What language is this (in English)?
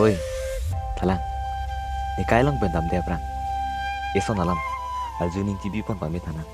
Karbi